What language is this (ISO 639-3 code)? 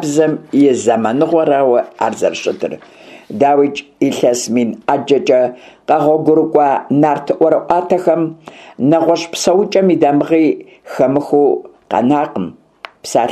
kbd